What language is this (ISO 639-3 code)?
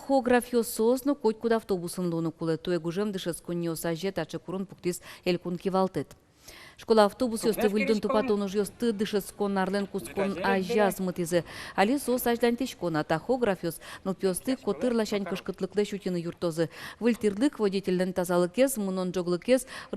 udm